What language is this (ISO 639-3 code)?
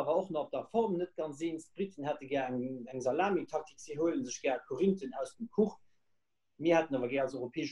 ltz